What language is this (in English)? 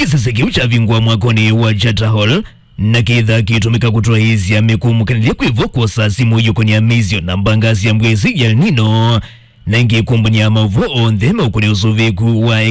Kamba